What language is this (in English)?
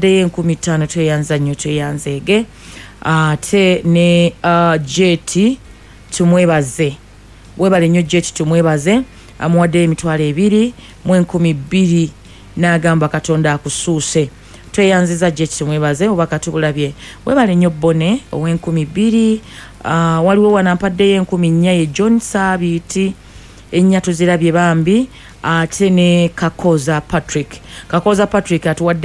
Ganda